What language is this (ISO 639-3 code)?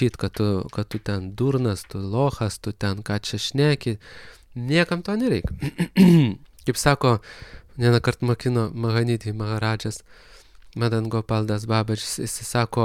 lit